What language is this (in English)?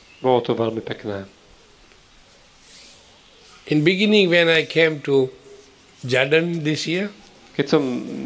Slovak